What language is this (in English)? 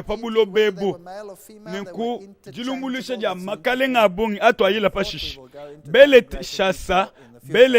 Luba-Lulua